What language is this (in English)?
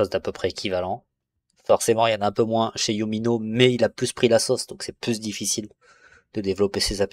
French